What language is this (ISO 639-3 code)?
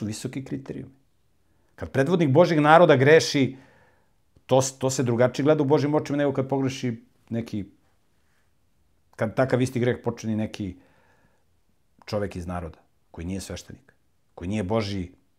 srp